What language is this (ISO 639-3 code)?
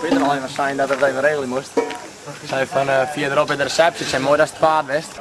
fry